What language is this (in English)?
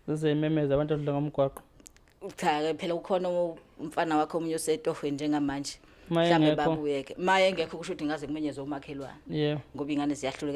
Zulu